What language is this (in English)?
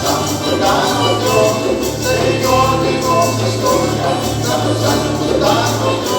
Papiamento